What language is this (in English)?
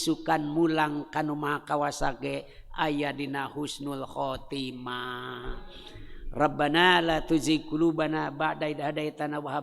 Sundanese